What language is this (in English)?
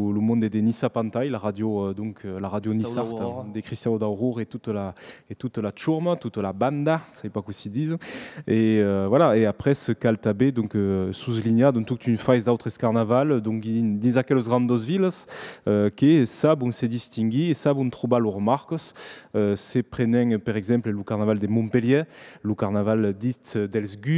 Occitan